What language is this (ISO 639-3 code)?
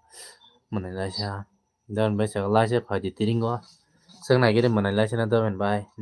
trp